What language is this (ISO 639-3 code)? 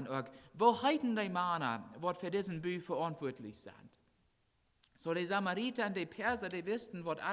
pdt